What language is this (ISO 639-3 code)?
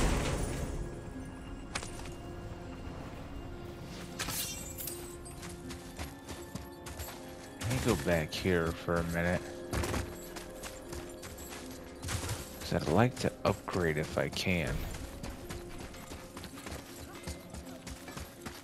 eng